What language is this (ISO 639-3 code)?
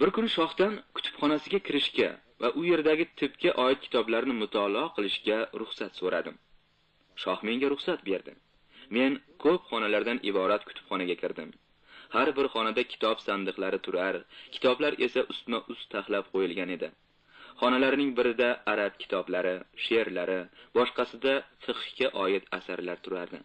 uzb